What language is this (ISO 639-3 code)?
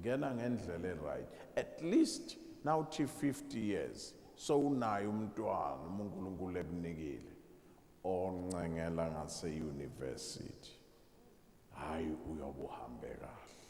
zul